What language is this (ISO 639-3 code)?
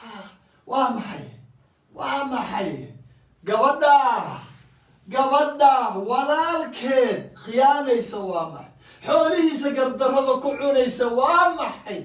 som